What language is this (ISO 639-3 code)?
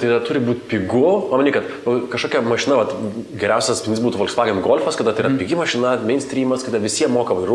lit